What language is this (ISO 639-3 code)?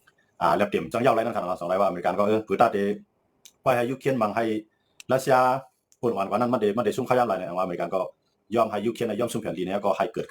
shn